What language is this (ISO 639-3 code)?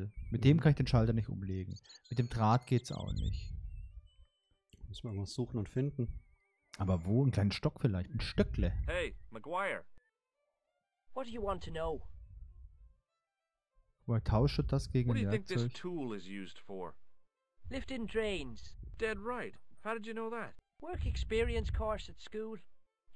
deu